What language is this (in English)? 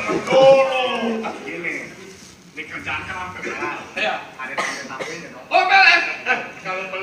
Betawi